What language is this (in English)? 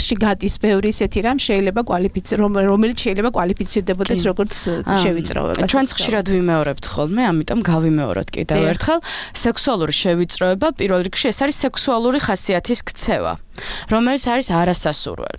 Georgian